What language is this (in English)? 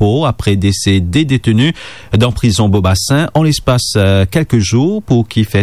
Morisyen